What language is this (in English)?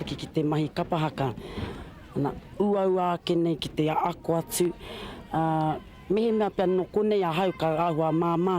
Māori